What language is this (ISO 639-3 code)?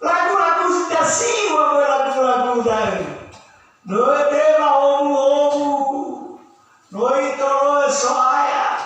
nia